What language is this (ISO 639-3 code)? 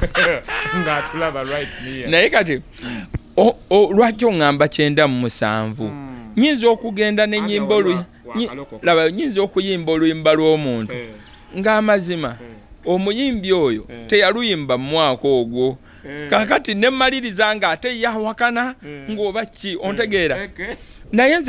lug